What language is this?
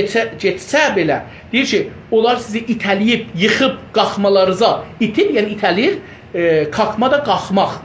South Azerbaijani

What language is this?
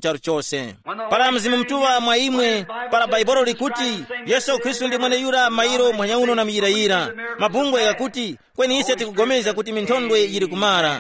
Tumbuka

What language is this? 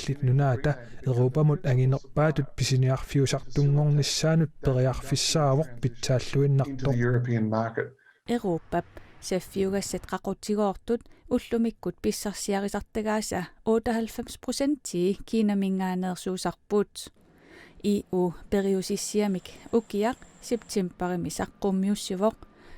Kalaallisut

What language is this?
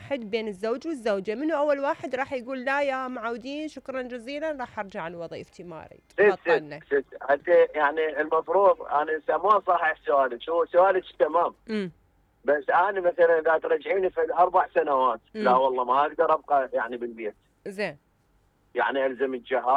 Mesopotamian Arabic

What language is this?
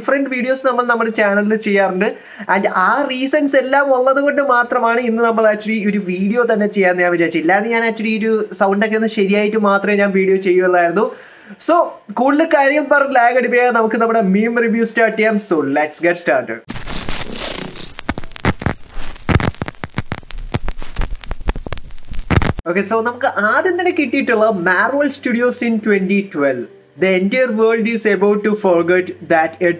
Malayalam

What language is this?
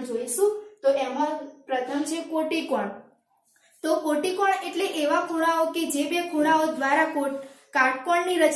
Gujarati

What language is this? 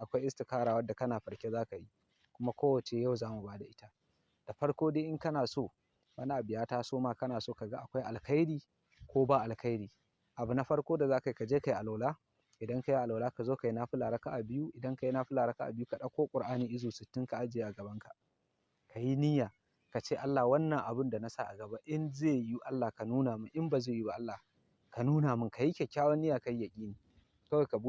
Hausa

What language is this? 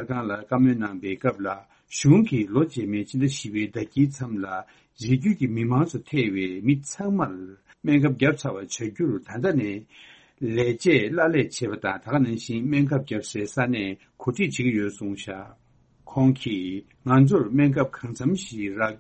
Tibetan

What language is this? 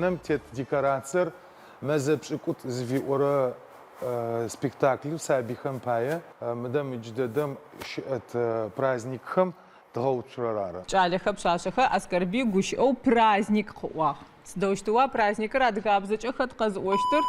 Adyghe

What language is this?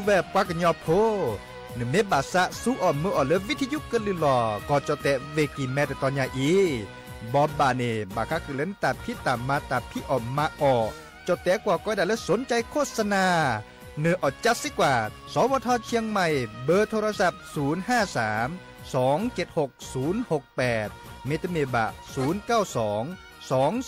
S'gaw Karen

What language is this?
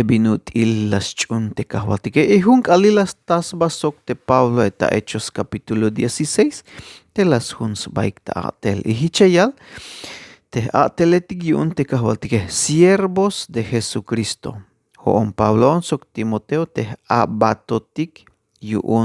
Tzeltal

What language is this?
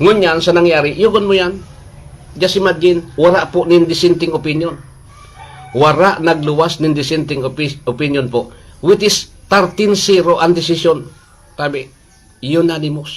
Bikol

